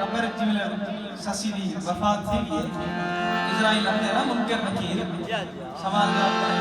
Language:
Saraiki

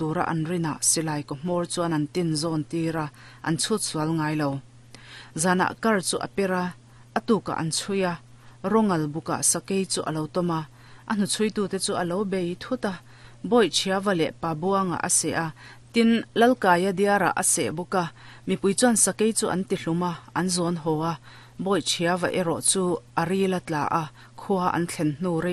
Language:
Mizo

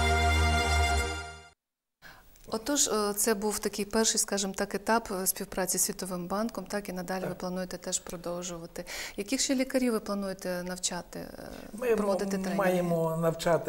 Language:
Ukrainian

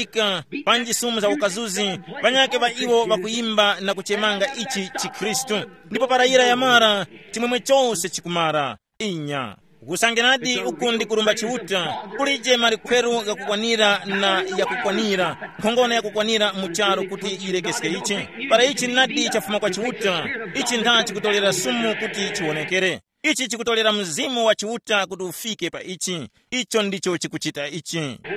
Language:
Tumbuka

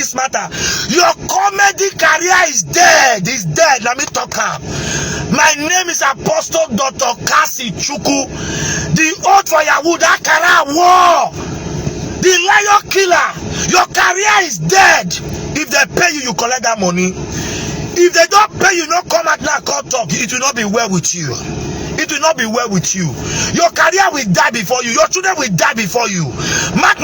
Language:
Nigerian Pidgin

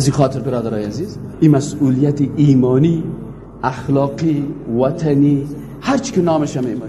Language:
Persian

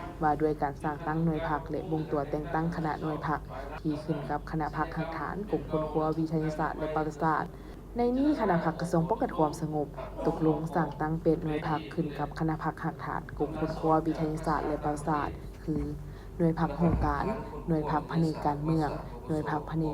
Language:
Lao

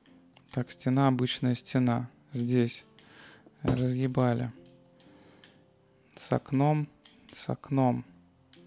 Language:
Russian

